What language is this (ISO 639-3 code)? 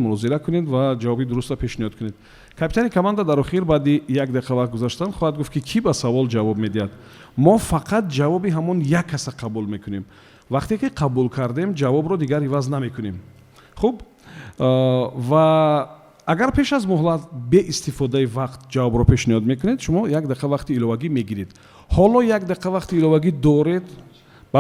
tgk